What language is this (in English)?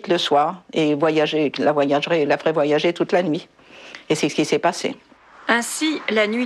French